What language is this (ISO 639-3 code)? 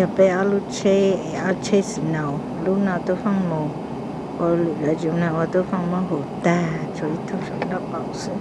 hmn